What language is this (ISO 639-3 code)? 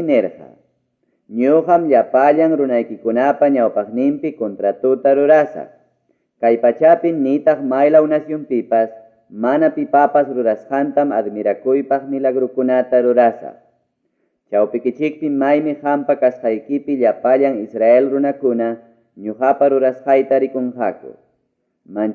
quy